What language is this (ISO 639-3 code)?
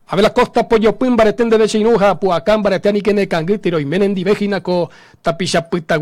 grn